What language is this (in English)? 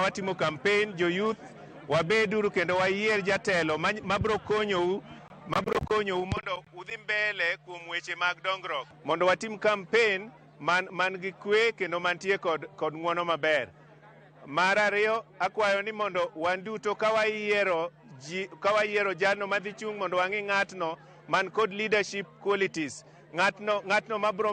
Luo (Kenya and Tanzania)